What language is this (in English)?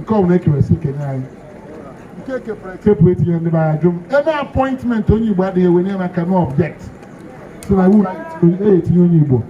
Igbo